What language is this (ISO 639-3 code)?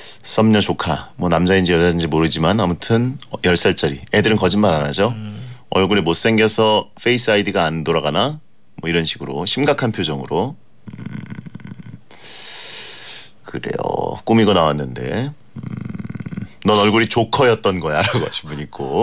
kor